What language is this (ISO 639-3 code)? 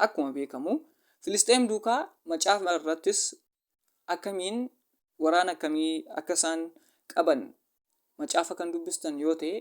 orm